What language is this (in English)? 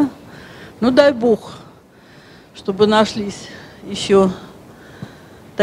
Russian